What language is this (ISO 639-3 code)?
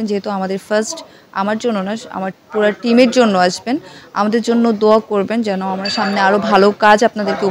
ben